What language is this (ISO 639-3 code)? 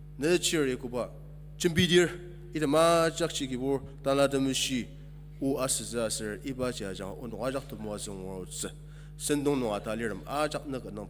njo